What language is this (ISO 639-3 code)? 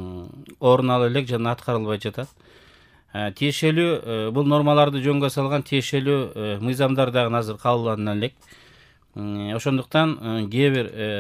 kir